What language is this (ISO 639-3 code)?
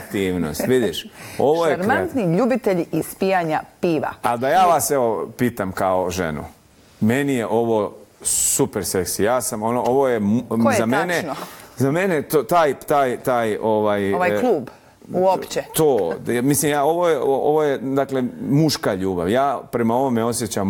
bos